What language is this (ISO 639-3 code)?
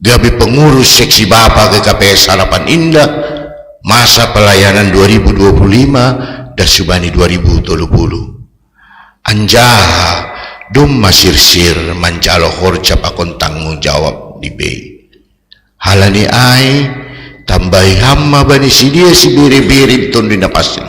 bts